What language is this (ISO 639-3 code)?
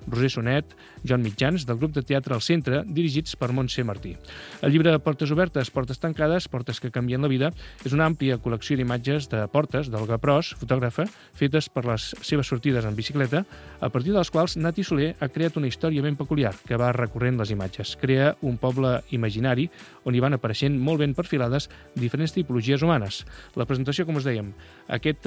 cat